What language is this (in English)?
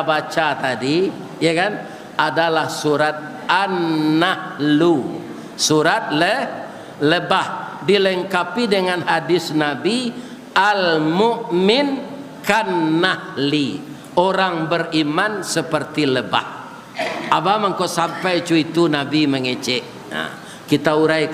Minangkabau